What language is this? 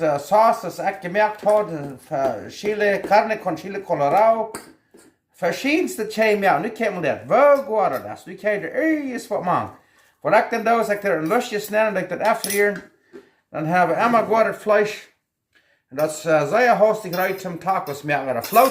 Plautdietsch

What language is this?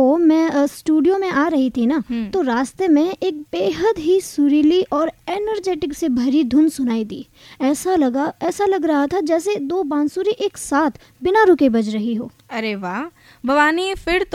Hindi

